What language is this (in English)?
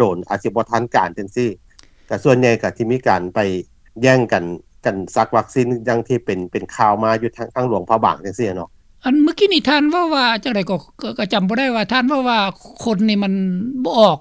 Lao